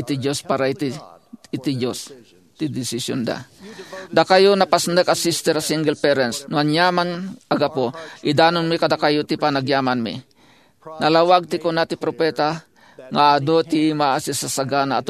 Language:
Iloko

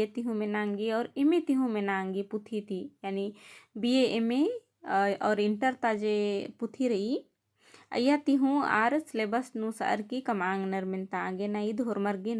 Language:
Kurukh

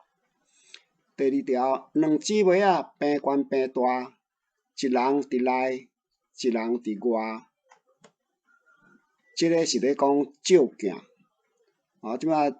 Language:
Min Nan Chinese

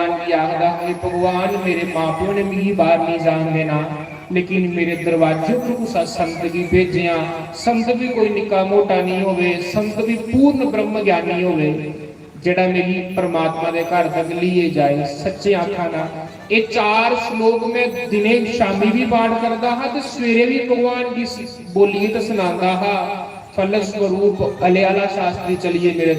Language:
Dogri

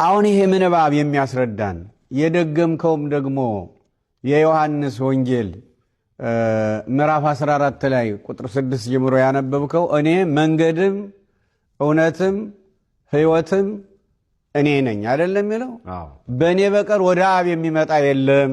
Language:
Amharic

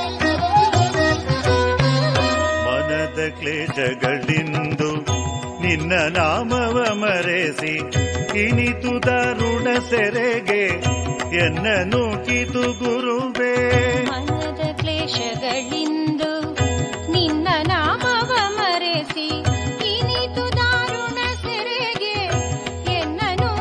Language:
Kannada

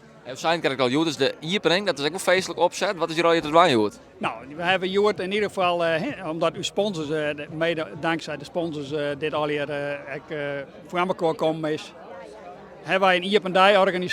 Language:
Western Frisian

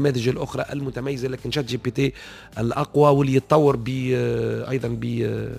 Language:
Tunisian Arabic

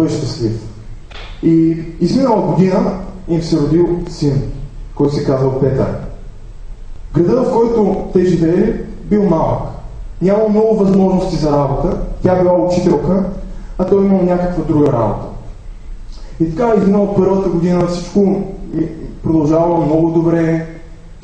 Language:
Bulgarian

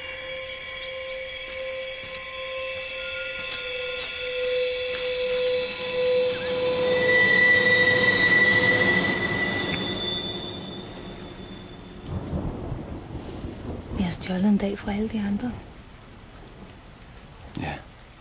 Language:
Danish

